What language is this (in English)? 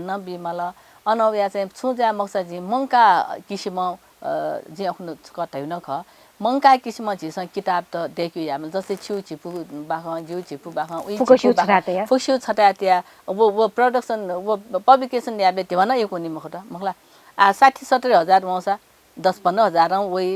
Newari